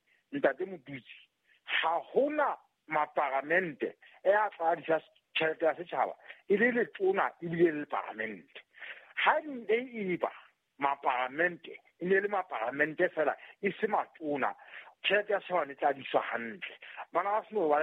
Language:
Southern Sotho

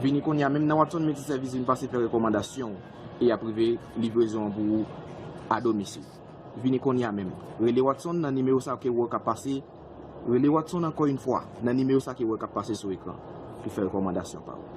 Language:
Haitian Creole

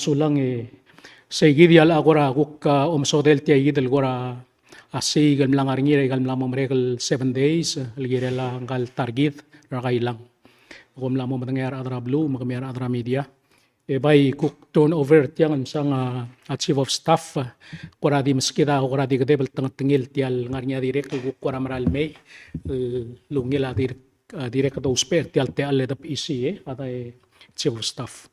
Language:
Palauan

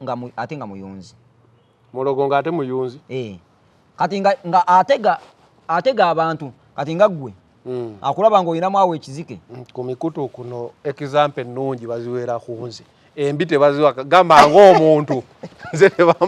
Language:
Ganda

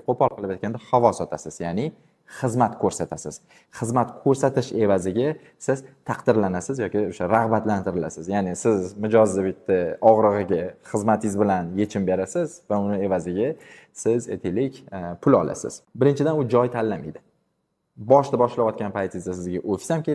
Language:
Uzbek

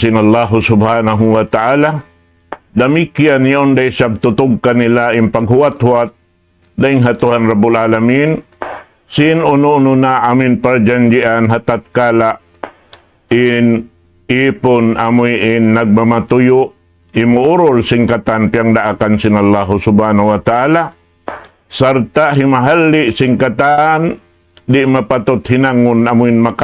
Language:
Tausug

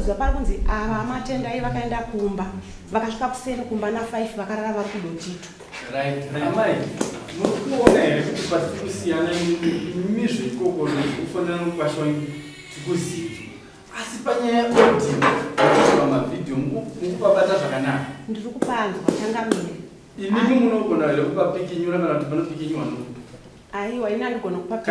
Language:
Shona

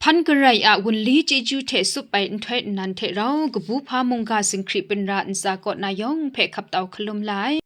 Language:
Kachin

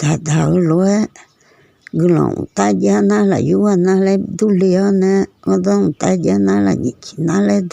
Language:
Akha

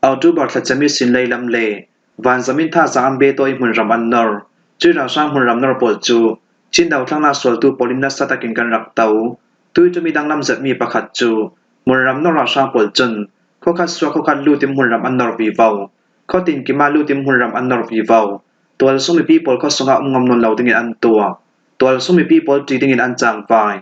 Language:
Falam Chin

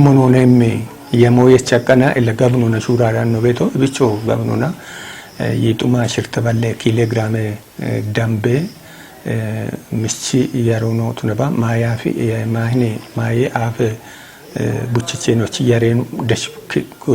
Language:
Kafa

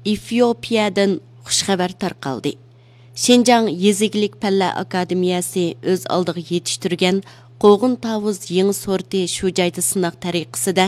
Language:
Uyghur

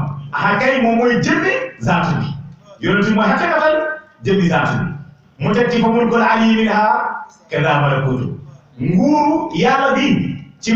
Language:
Wolof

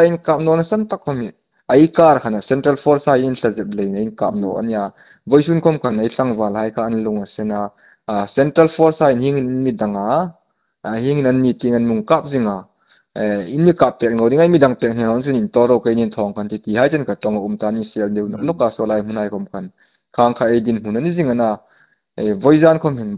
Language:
Hmar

